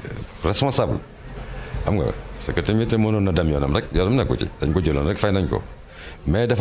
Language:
Wolof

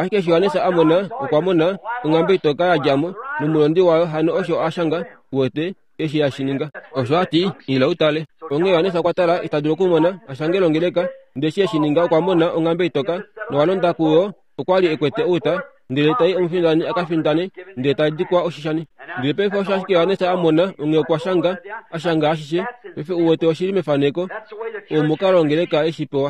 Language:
Kuanyama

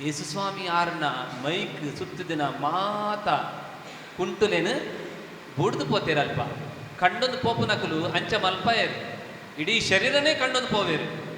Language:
Tulu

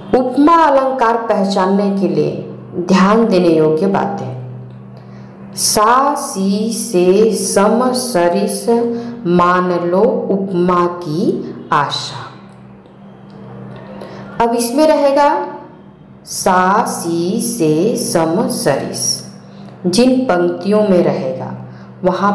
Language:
Hindi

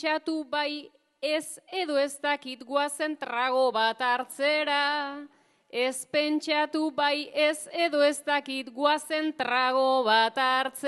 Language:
Basque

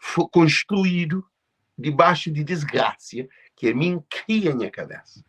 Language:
Kabuverdianu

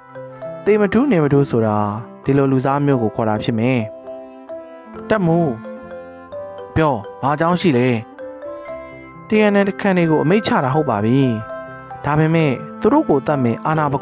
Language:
Burmese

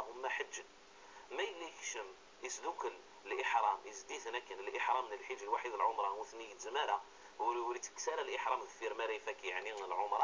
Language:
Kabyle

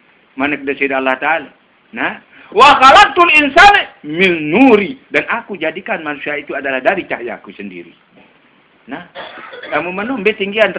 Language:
Sasak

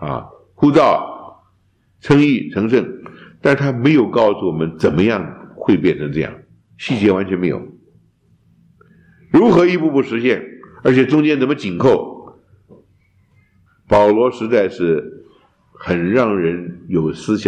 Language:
Chinese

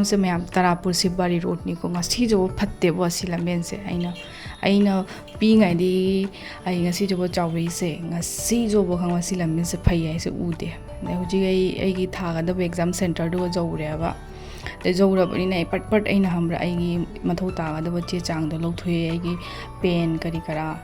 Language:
Manipuri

